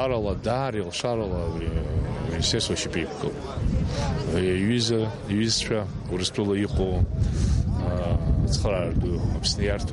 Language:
Abkhazian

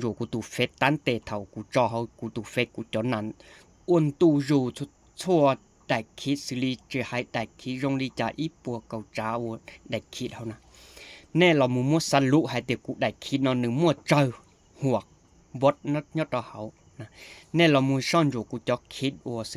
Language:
Hmong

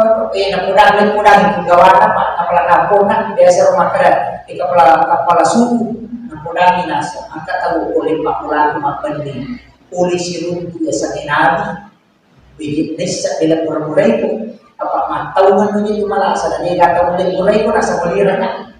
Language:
Buginese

